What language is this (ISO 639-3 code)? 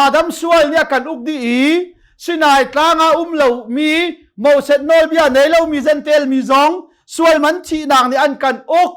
cnh